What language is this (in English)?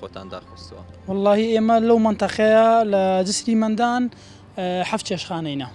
Central Kurdish